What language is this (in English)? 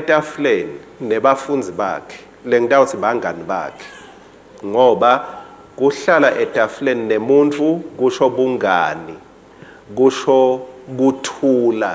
Swati